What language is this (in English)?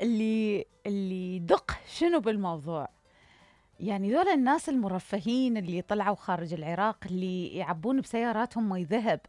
Mesopotamian Arabic